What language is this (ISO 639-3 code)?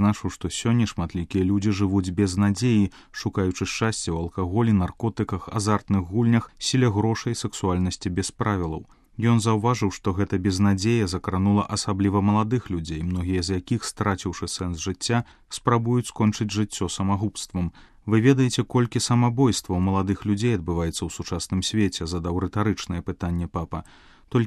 bel